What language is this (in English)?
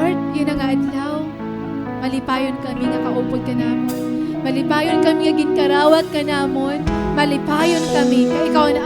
Waray